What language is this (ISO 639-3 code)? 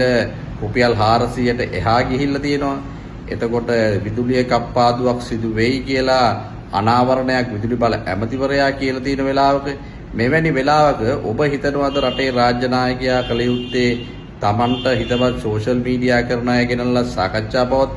sin